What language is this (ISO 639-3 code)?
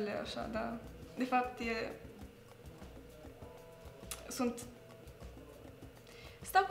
ron